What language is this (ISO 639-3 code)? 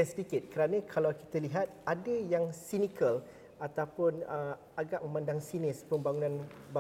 msa